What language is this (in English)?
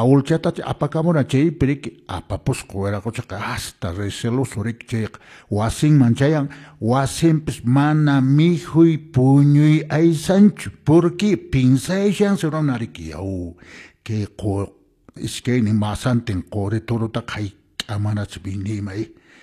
Quechua